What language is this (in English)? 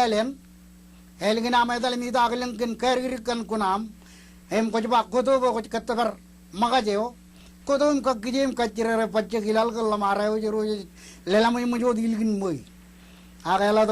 Marshallese